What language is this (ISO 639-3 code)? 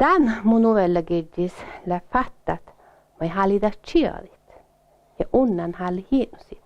sme